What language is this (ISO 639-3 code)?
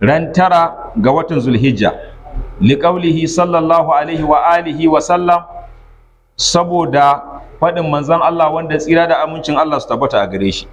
hau